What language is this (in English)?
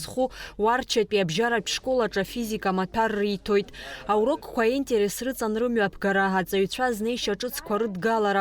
Abkhazian